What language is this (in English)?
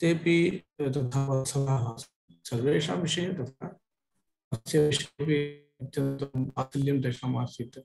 Sanskrit